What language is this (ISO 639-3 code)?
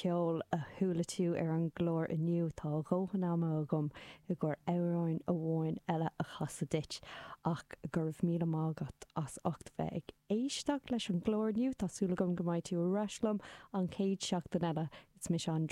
gle